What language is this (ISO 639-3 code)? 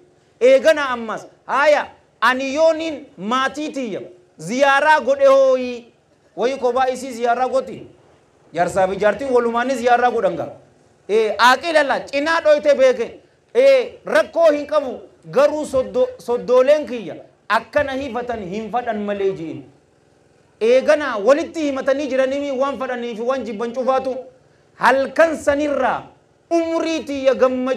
orm